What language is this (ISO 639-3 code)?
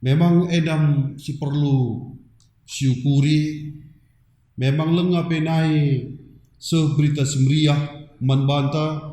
btx